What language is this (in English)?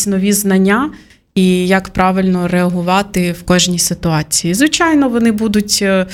Ukrainian